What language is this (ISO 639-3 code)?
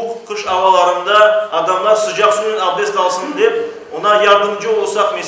crh